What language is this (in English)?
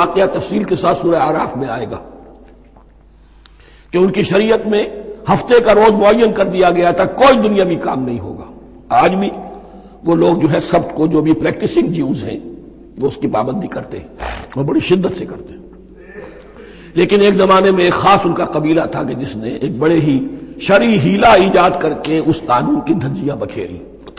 Urdu